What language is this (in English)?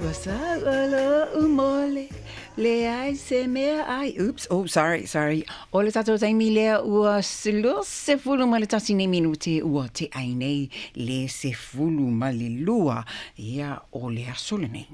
Samoan